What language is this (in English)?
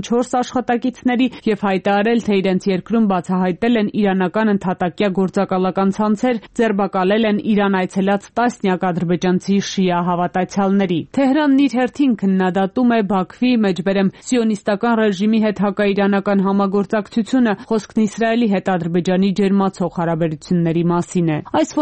Armenian